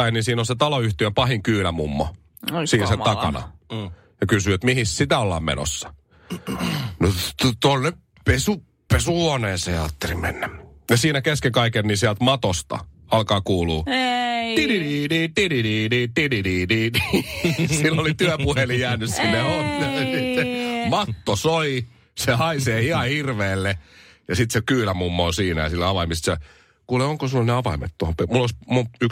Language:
Finnish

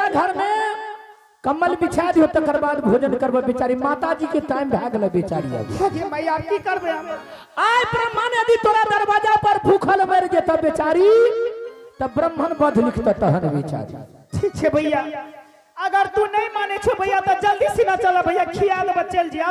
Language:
Angika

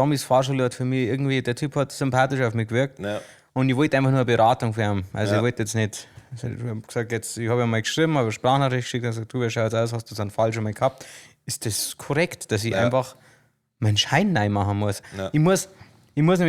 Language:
Bavarian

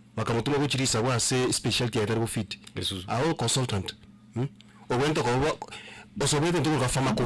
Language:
Gusii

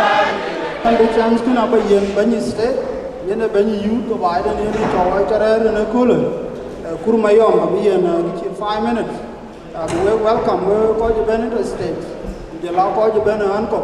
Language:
Dinka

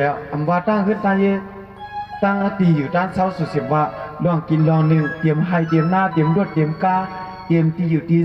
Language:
Shan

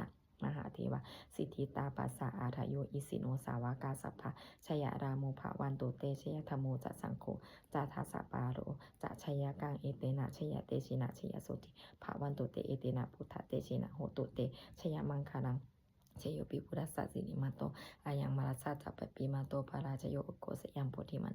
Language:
Pali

